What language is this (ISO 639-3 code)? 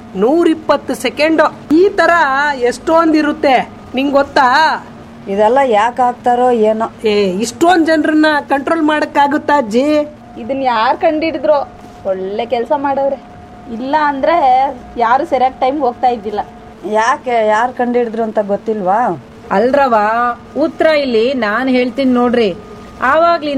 kan